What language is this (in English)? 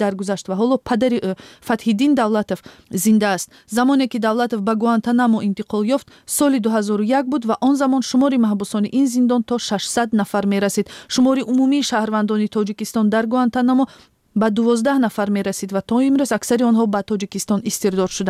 Tajik